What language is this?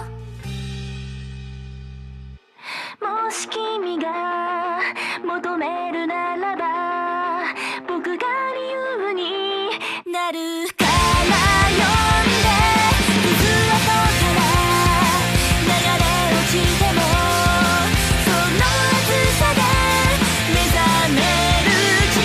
Japanese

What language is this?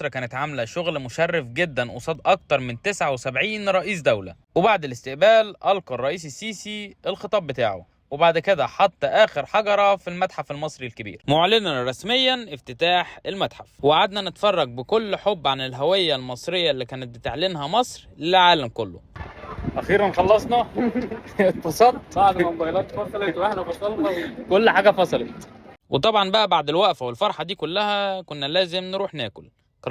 Egyptian Arabic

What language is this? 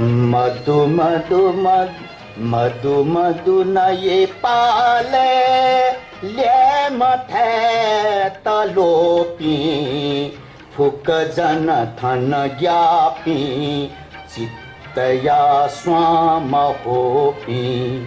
Newari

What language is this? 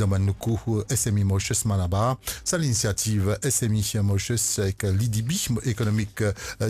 Morisyen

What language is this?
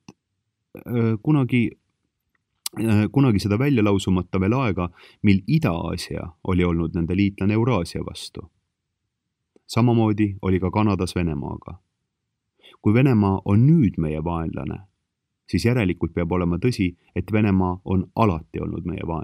Estonian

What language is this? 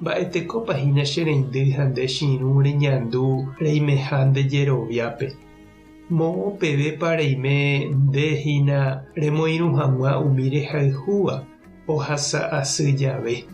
Guarani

